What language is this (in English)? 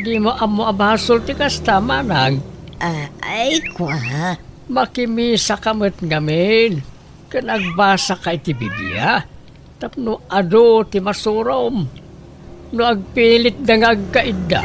Iloko